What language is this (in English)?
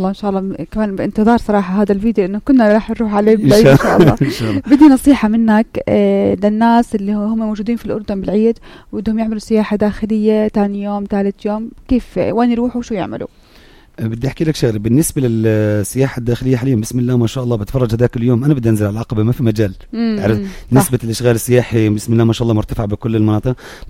North Levantine Arabic